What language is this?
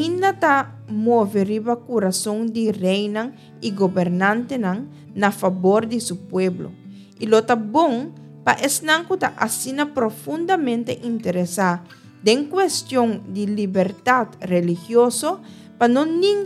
Papiamento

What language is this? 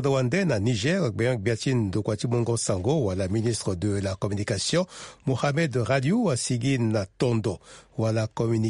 Sango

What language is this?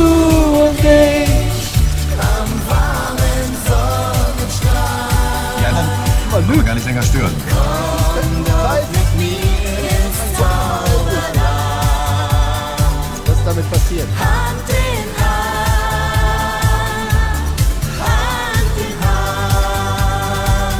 German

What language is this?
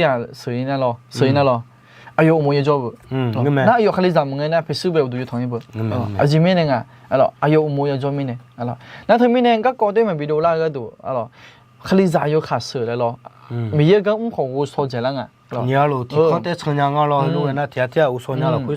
Akha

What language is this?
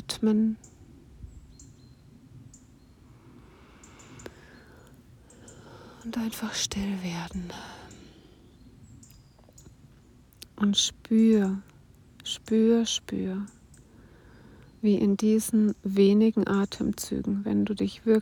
German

